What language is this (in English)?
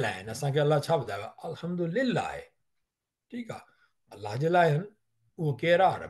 Sindhi